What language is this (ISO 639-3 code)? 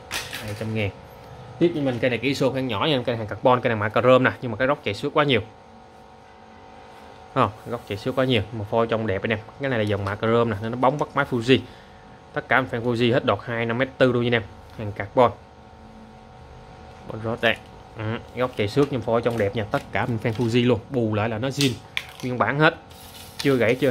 vie